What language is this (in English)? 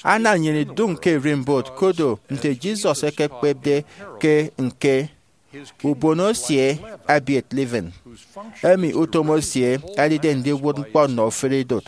Efik